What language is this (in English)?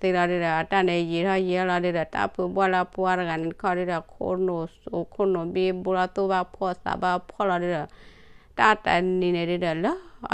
S'gaw Karen